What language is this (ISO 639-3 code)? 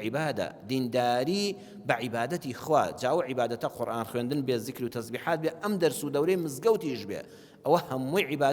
ckb